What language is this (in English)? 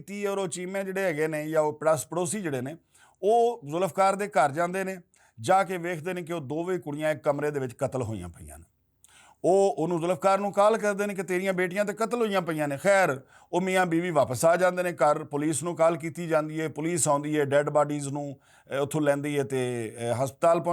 Western Panjabi